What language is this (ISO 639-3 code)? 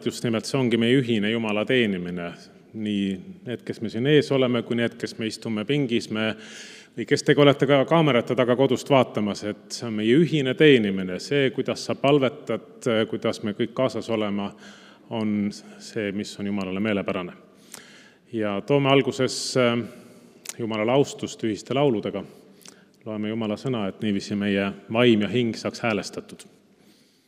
est